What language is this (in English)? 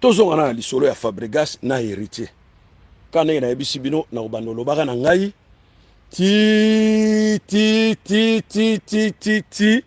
Lingala